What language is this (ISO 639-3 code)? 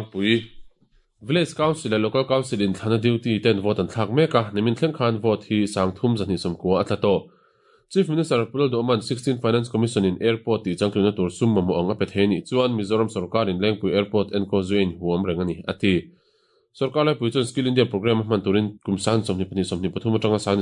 lus